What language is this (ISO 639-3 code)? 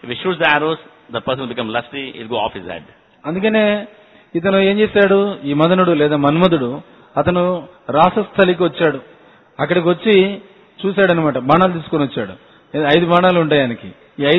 tel